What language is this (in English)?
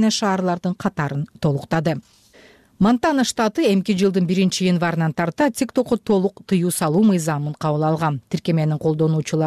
Kyrgyz